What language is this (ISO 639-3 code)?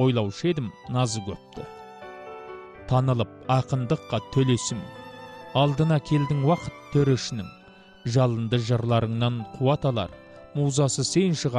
kaz